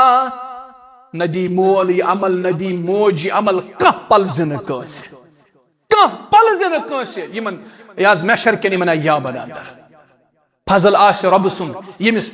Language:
Kashmiri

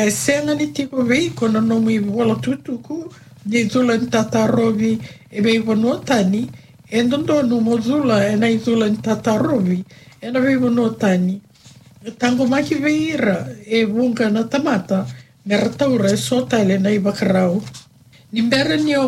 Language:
Fijian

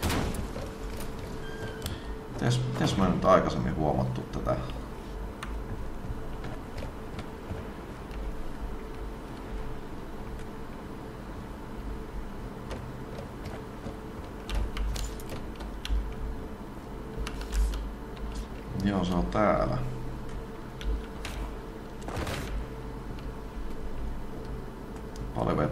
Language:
Finnish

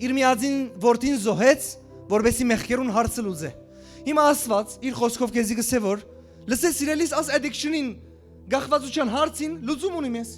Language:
Western Armenian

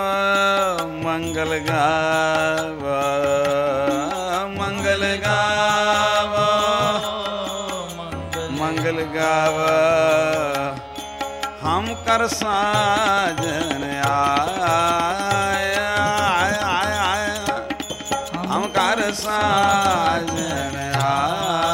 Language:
Punjabi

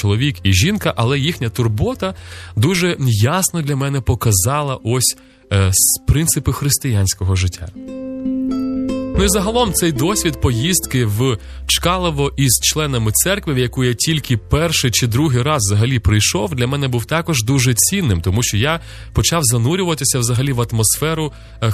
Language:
Ukrainian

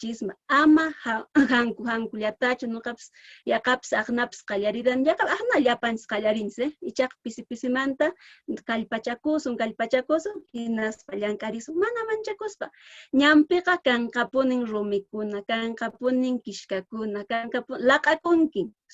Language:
Quechua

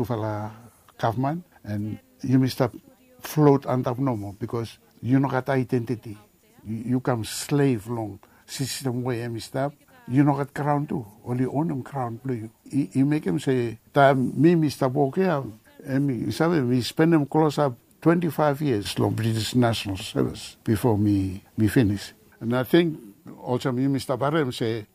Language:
Bislama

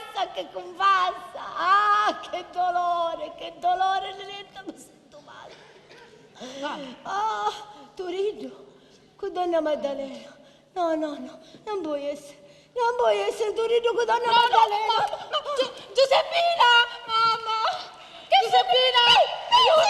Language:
Sicilian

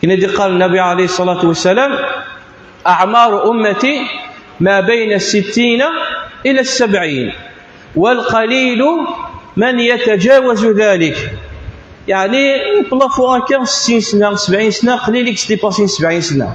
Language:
Kabyle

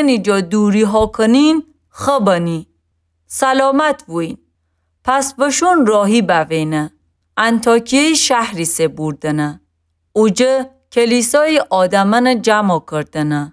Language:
Gilaki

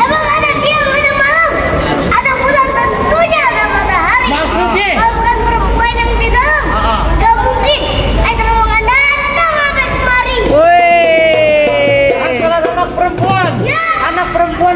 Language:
Betawi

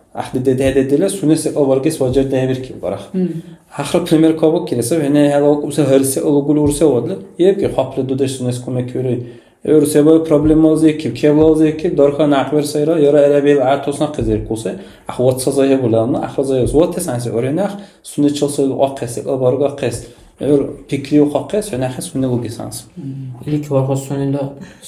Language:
Dargwa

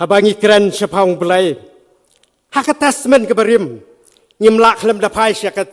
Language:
Khasi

